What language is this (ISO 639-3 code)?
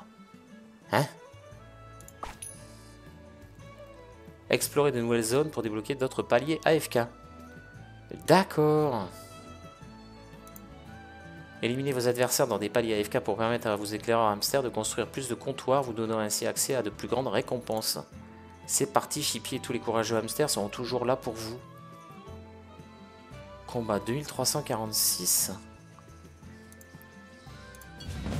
fra